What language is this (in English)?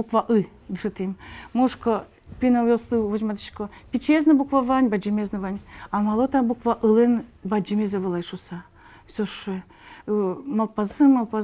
Udmurt